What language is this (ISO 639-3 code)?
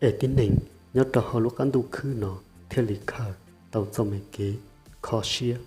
hmn